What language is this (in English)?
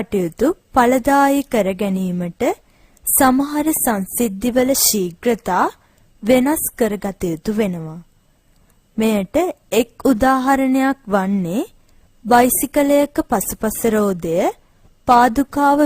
Sinhala